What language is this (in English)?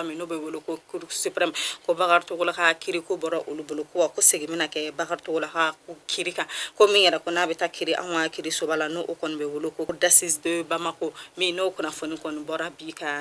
Bambara